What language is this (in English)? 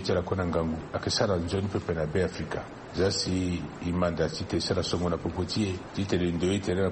Sango